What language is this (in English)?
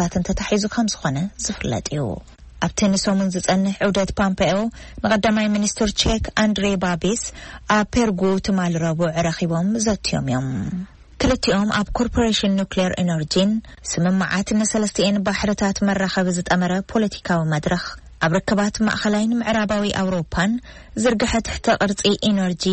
Tigrinya